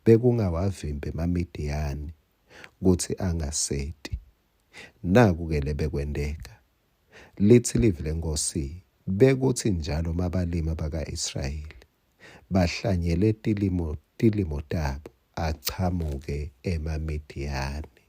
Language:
Swati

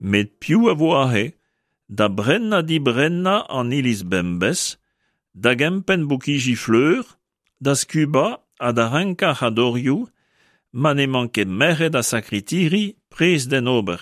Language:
Breton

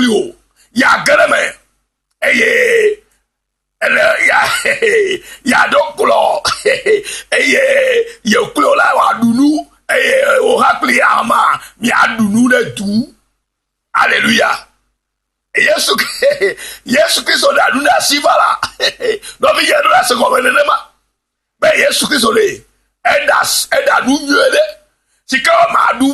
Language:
Ewe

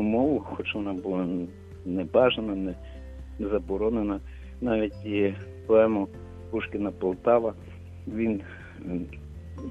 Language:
Ukrainian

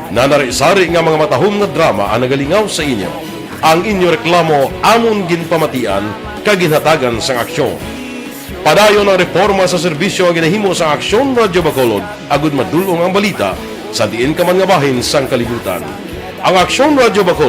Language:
Hiligaynon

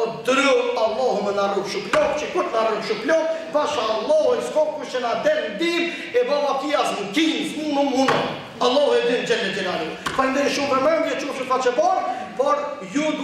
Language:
Albanian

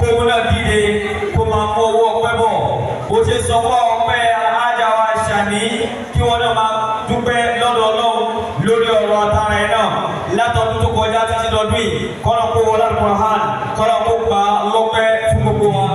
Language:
Yoruba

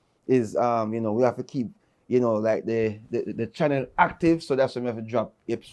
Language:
Jamaican Creole English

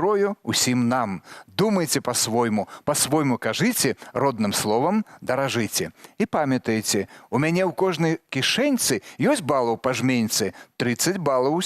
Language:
Belarusian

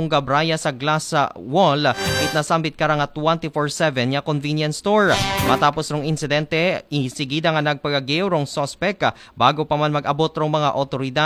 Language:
Aklanon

